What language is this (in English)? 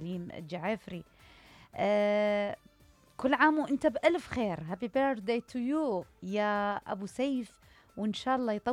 Mesopotamian Arabic